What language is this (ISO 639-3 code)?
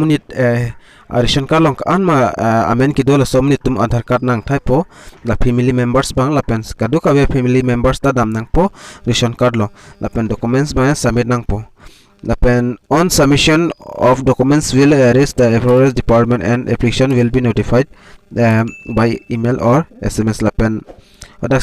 mjw